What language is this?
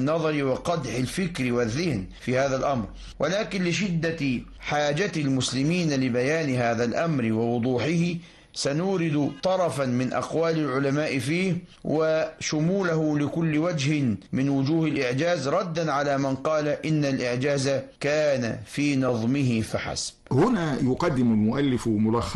Arabic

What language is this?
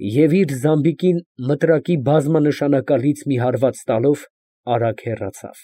Armenian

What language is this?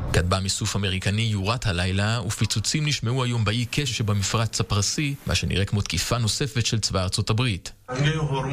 Hebrew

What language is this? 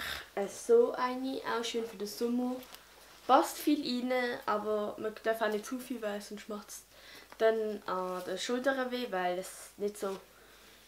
Swiss German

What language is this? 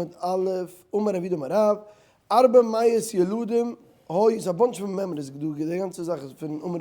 Yiddish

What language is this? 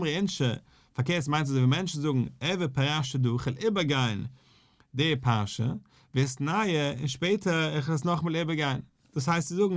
Yiddish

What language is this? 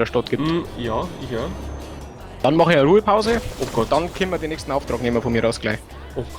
Bavarian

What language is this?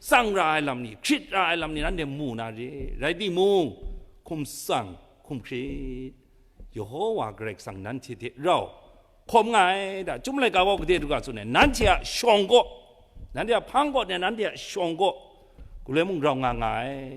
Kachin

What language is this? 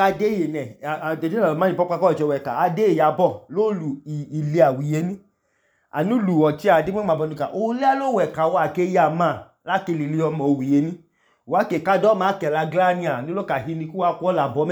Idoma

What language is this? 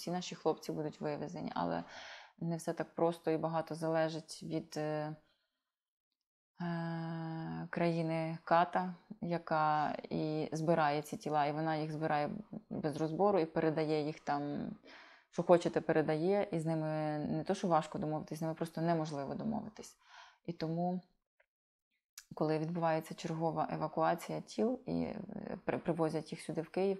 Ukrainian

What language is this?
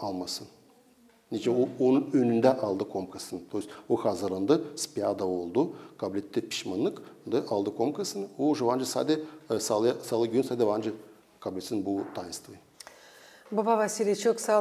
Gagauz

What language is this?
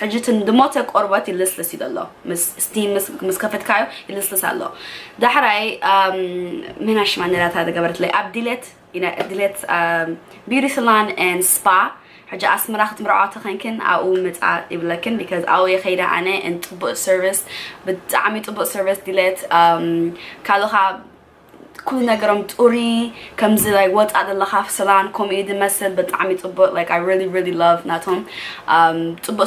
Tigrinya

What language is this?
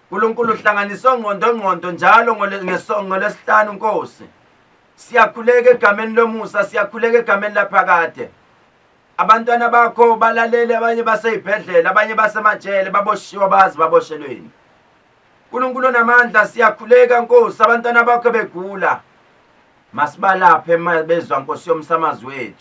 Zulu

